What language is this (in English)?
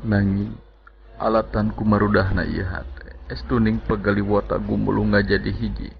Sundanese